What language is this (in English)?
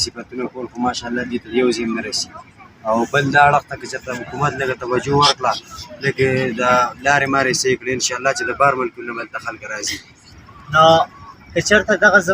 Pashto